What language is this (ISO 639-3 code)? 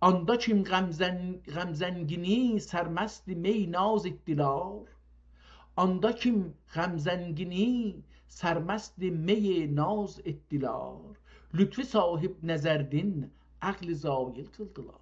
azb